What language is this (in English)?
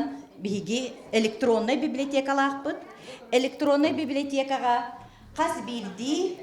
Yakut